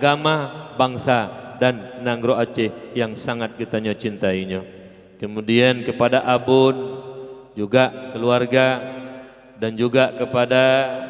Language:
Achinese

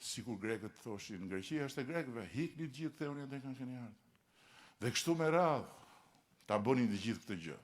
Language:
Albanian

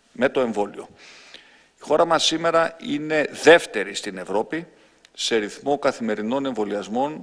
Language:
Greek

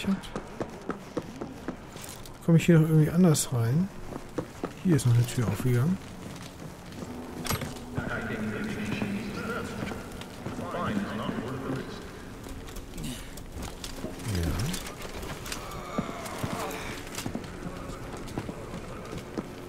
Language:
German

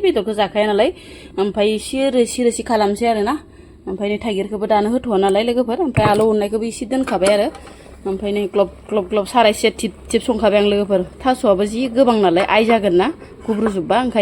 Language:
Bodo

